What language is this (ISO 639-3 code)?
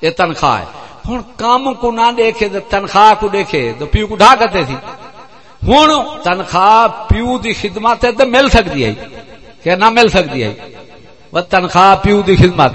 skr